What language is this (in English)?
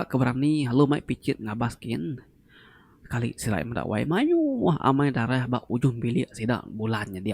Iban